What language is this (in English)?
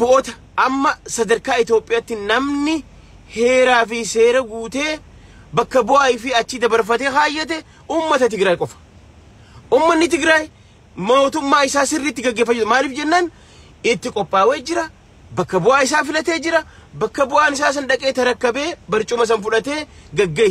Oromo